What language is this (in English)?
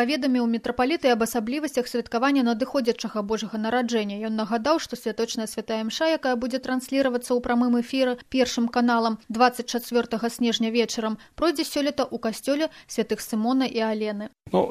Belarusian